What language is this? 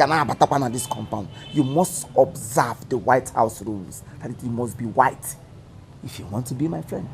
Igbo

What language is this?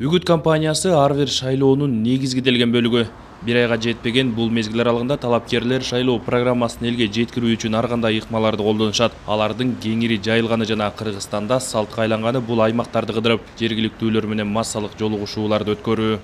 Kyrgyz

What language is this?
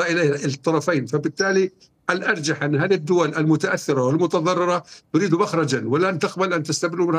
Arabic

